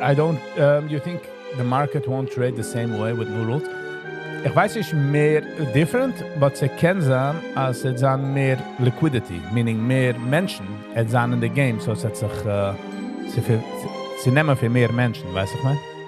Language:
Yiddish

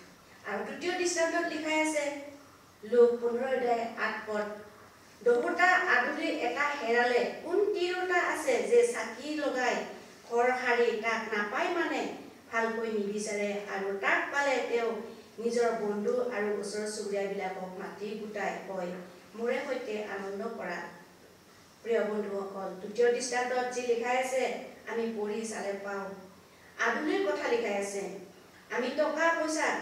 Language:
Assamese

